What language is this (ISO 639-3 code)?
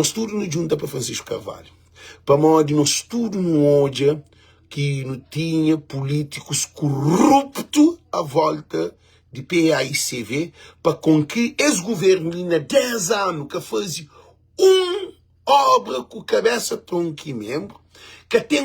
kea